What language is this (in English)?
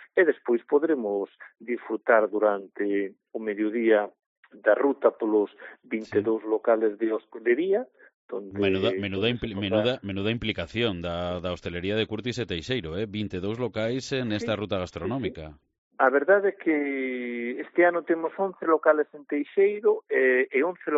Galician